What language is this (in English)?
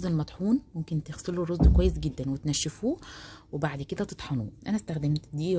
Egyptian Arabic